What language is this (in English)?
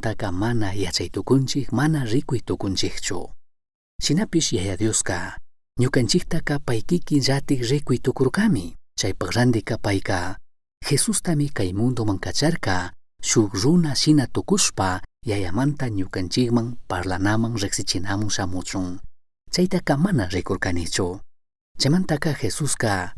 Chimborazo Highland Quichua